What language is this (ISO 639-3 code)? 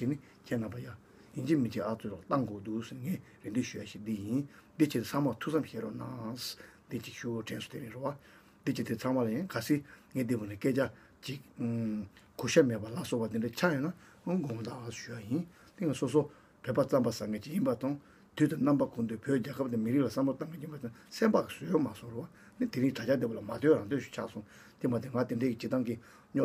bod